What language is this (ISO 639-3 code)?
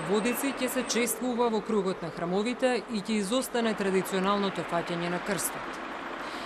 mkd